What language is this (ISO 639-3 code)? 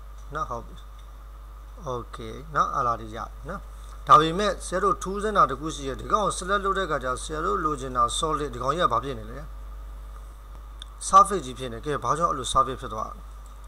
mya